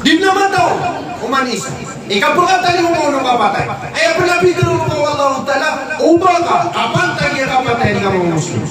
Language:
Maranao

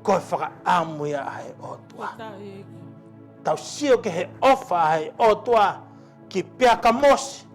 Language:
Tongan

